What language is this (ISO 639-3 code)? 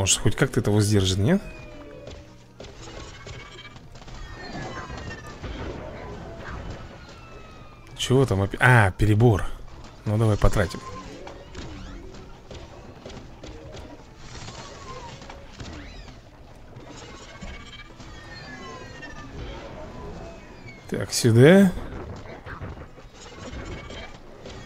rus